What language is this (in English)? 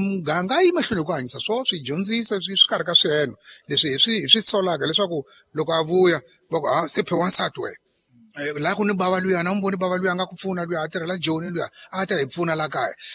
Tsonga